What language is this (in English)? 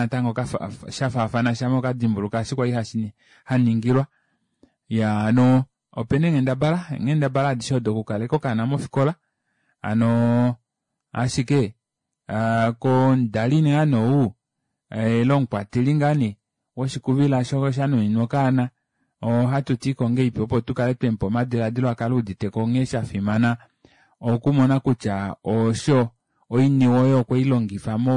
Kuanyama